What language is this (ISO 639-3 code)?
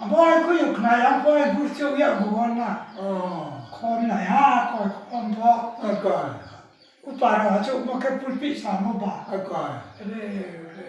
ria